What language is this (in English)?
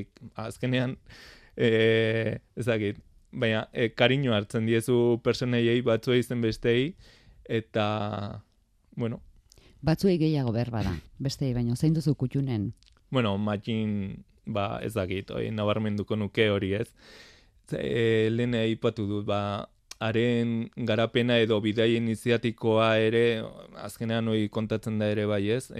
Basque